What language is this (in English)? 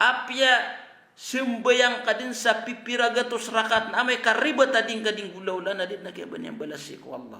Maranao